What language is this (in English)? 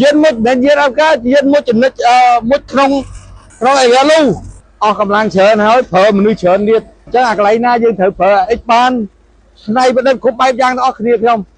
Khmer